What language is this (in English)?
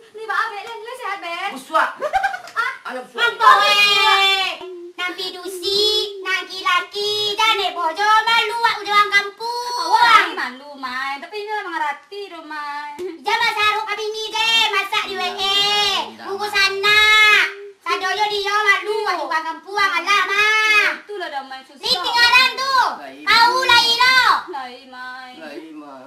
Minangkabau